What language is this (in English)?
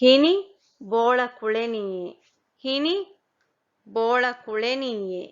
Divehi